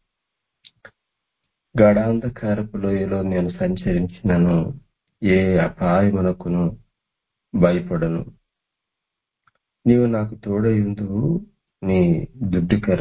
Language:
Telugu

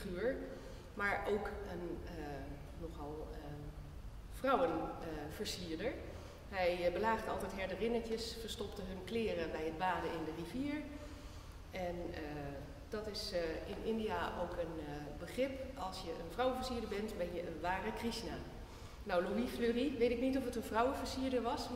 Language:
Dutch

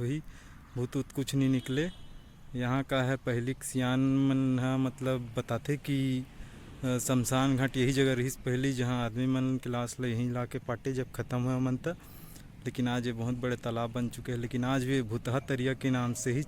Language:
Chhattisgarhi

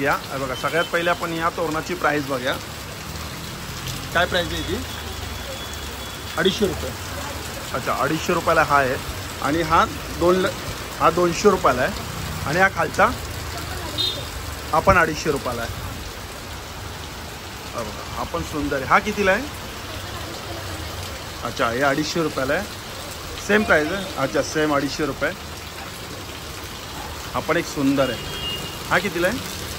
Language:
Marathi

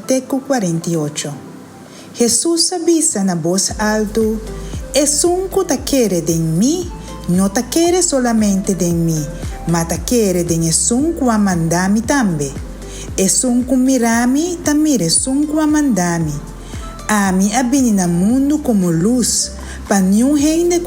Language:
Papiamento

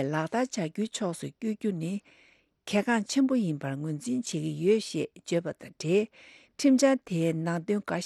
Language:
Tibetan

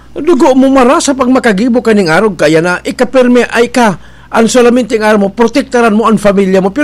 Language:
Bikol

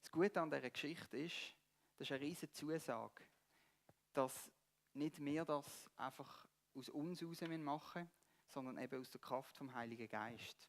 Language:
Swiss German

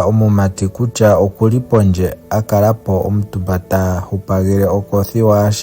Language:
Ndonga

